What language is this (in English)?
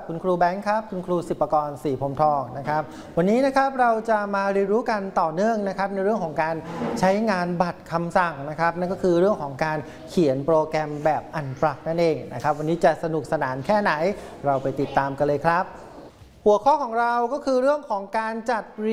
Thai